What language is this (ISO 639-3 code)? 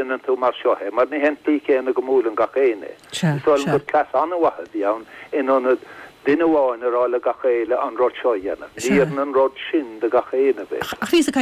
gle